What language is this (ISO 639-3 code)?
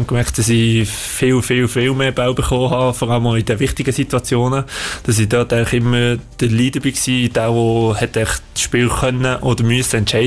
deu